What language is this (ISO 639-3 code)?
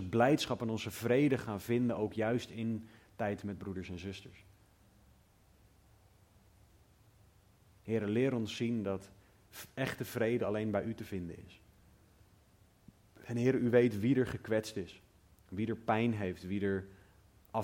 nld